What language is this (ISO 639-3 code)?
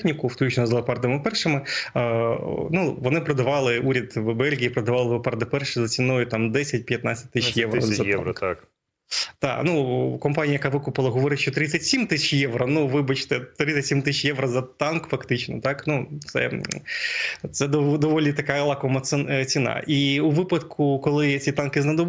ukr